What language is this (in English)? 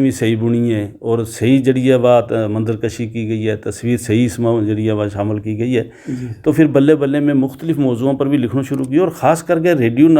Gujari